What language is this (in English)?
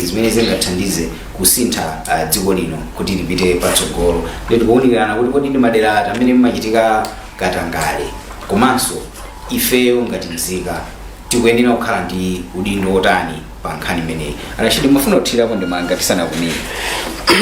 Nyanja